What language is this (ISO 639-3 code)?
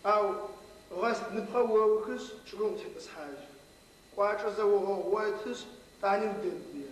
ady